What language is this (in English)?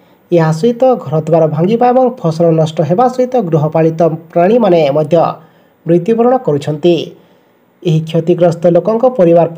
Odia